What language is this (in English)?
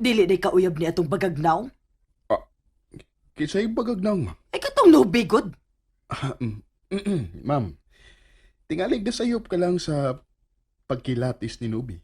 Cebuano